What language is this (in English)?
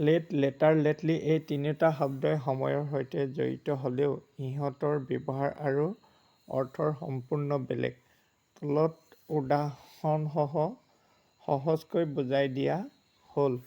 Assamese